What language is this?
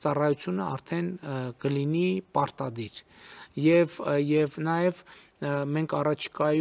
Armenian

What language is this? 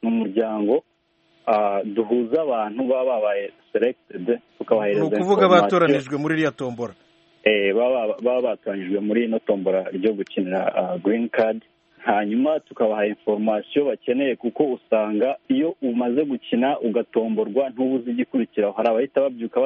Kinyarwanda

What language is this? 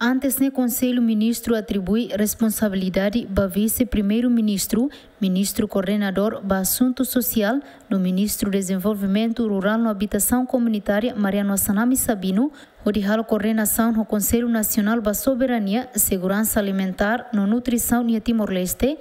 Tetum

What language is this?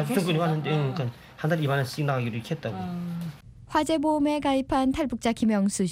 Korean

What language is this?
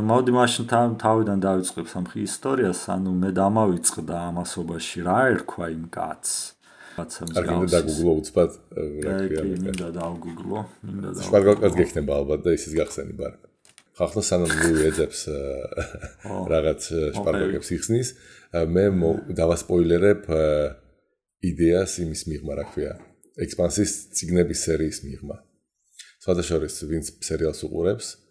Georgian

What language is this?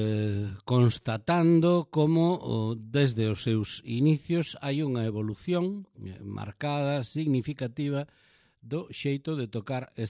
Galician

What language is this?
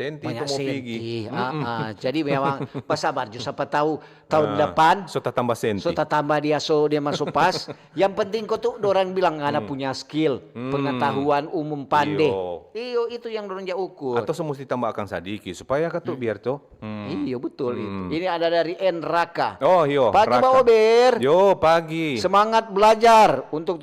Manado Malay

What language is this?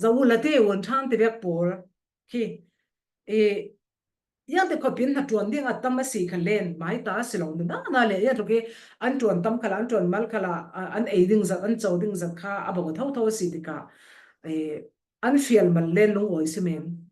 Falam Chin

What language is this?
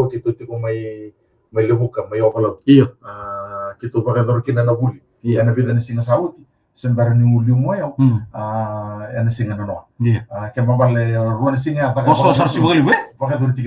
Fijian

